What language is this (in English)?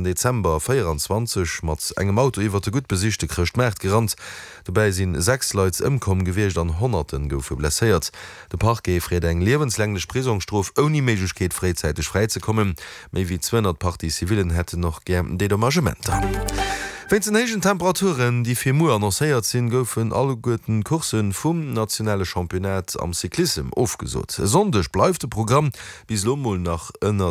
Luxembourgish